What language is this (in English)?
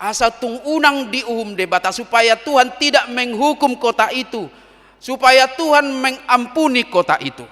Batak Toba